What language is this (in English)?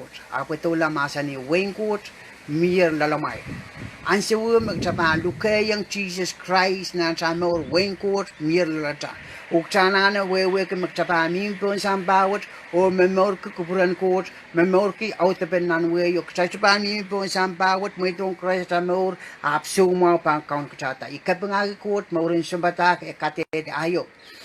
Pohnpeian